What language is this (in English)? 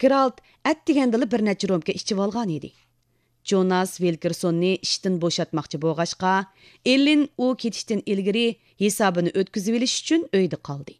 Uyghur